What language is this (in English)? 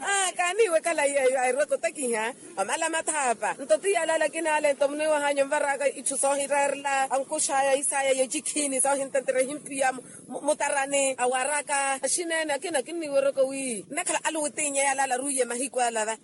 Makhuwa